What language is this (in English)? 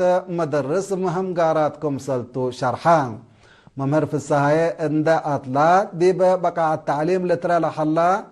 Tigre